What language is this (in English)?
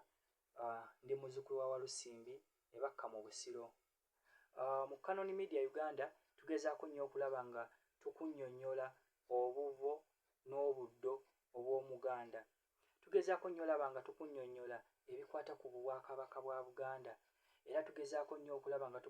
Ganda